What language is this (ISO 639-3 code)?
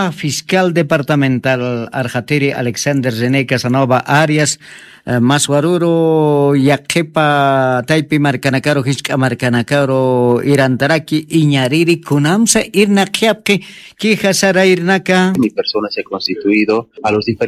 aym